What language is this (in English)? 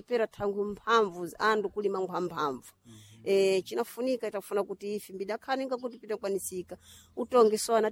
Sena